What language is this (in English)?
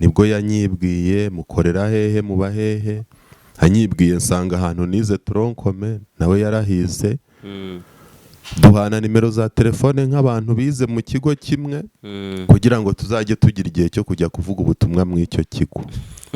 Kinyarwanda